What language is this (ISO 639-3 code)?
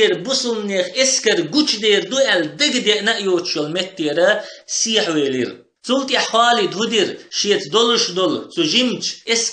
che